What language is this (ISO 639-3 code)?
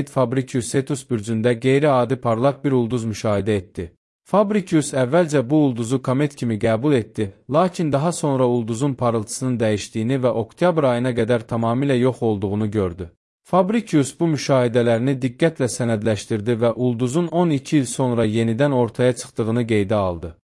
aze